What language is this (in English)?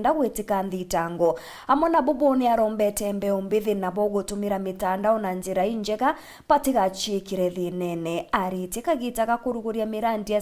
Meru